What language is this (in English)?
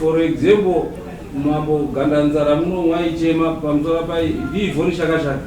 Shona